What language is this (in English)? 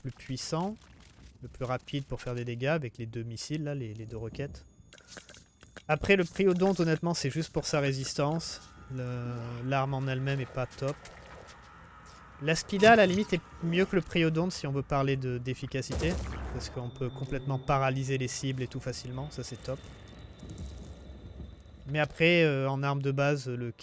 French